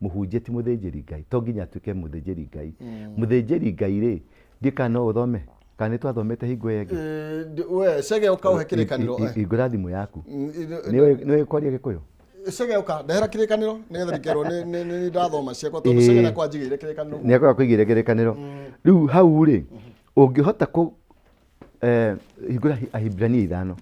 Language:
Kikuyu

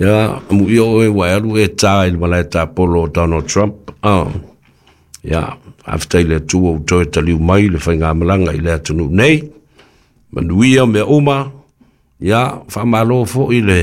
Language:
Samoan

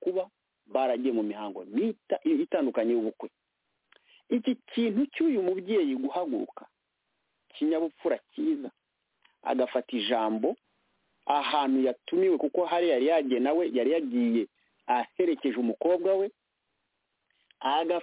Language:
Kinyarwanda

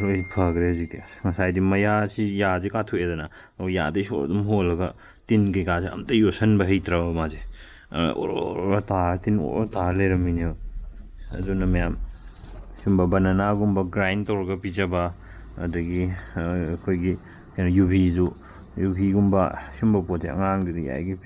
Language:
Manipuri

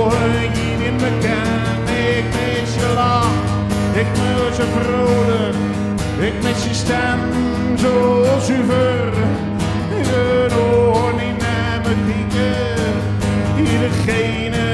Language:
Zeelandic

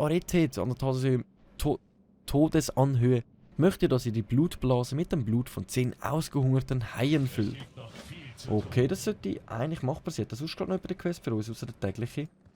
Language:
Swiss German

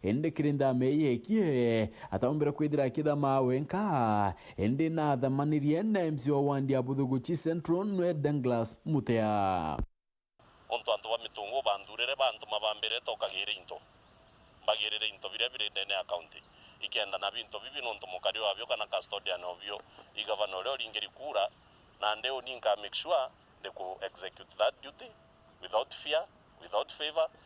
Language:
Meru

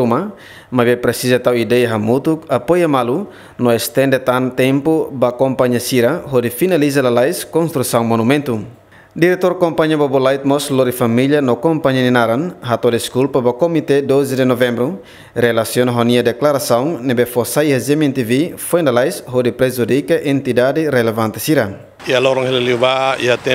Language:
Tetum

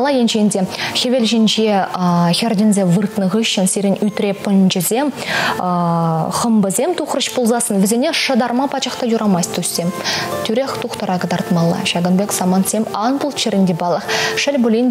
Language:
Chuvash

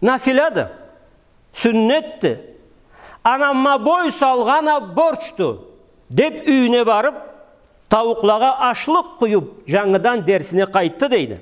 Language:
Karachay-Balkar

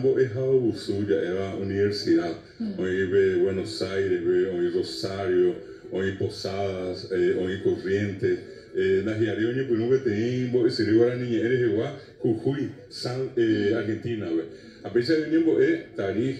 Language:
Guarani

